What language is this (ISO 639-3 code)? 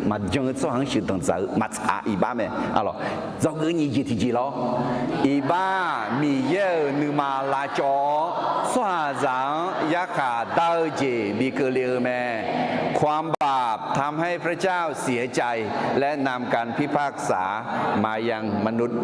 ahk